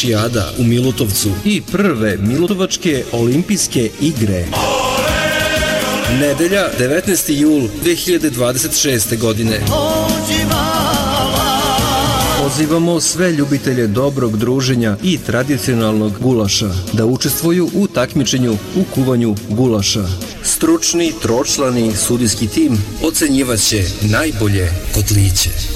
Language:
Serbian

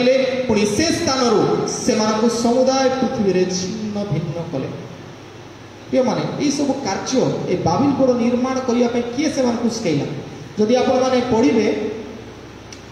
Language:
Odia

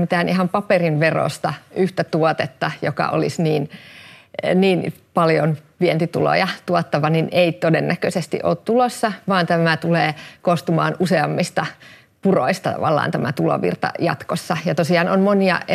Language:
Finnish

